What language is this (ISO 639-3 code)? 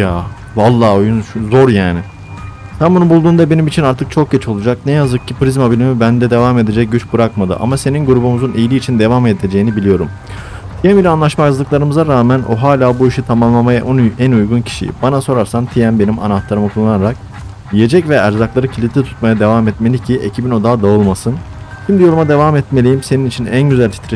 tur